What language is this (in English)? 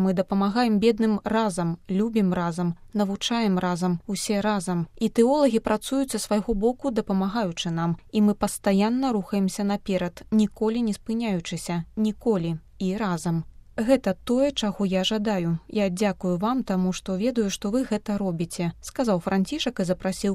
Belarusian